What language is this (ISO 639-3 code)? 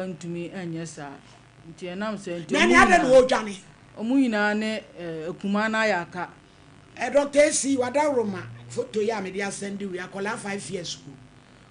aka